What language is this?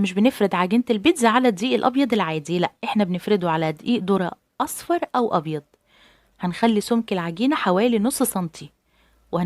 Egyptian Arabic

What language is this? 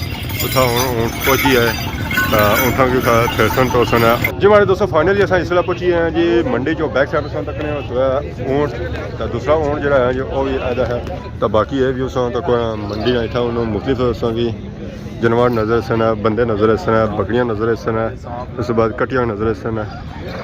Pahari-Potwari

